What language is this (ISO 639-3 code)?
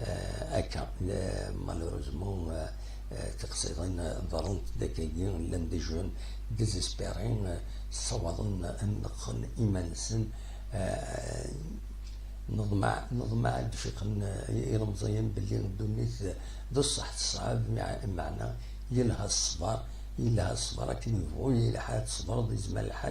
kab